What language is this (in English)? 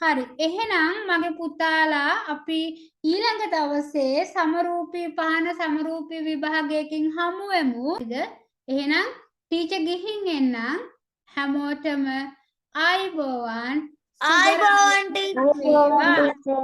Sinhala